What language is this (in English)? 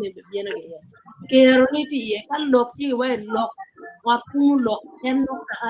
Acoli